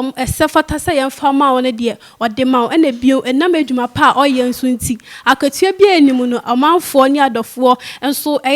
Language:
Akan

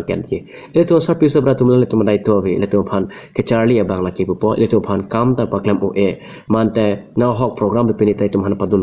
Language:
Karbi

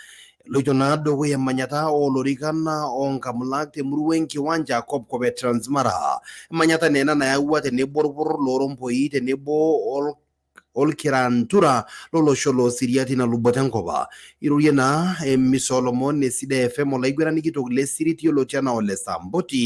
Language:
Masai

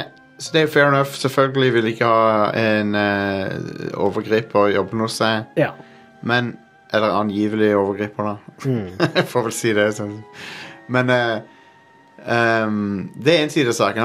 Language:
Norwegian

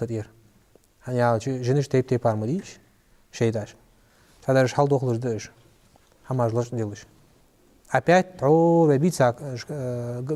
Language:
Ingush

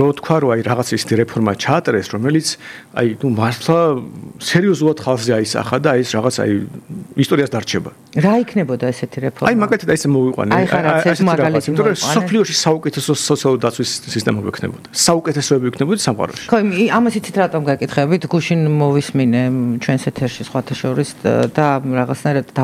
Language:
Georgian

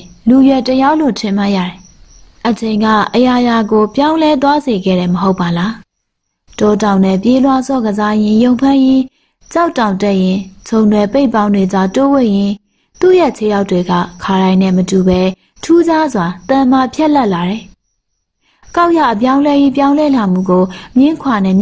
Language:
Burmese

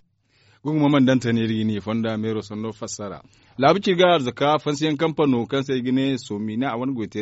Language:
Zarma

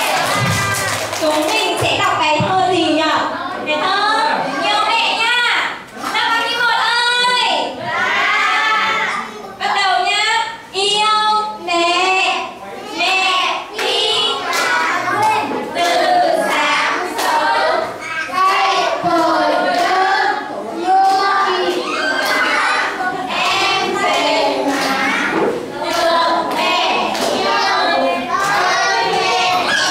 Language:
Vietnamese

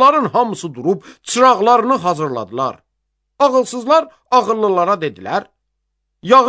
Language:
Azerbaijani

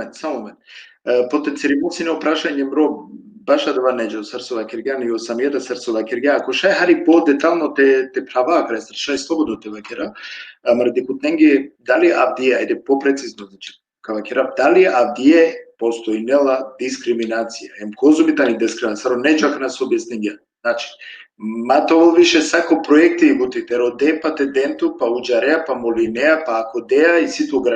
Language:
Balkan Romani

